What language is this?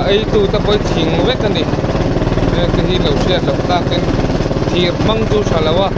Mizo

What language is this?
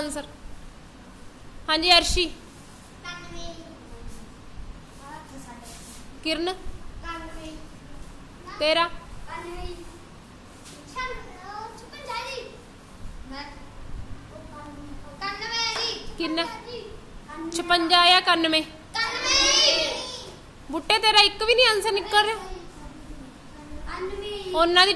Punjabi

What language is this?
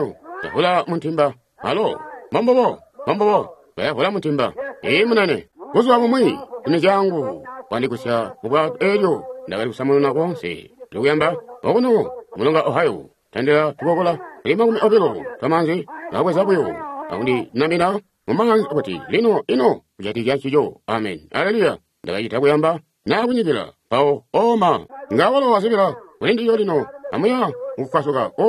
Tonga (Zambia)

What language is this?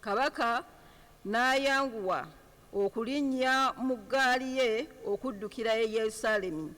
Ganda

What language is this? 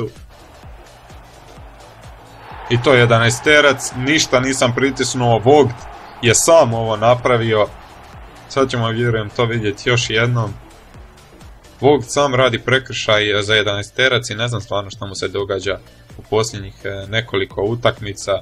Croatian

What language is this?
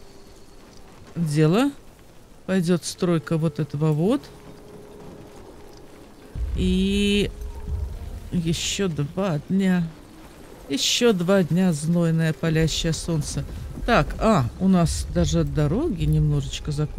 Russian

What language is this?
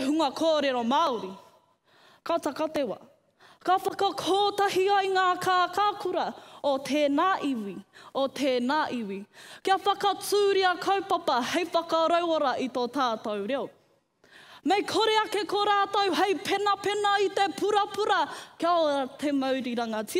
Māori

